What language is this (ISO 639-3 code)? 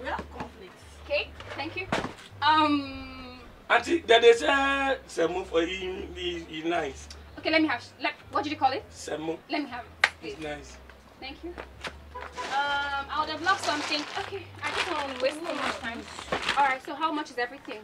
pcm